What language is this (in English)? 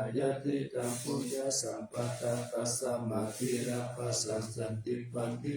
Pali